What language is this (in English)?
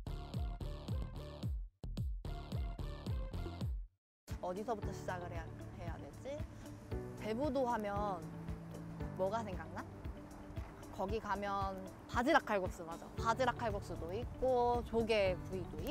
Korean